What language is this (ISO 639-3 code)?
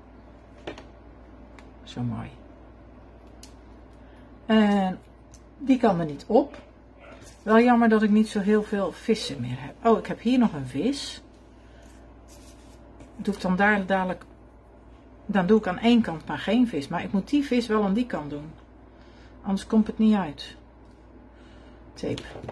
nld